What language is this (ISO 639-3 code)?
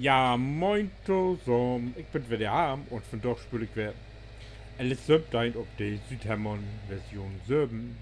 nds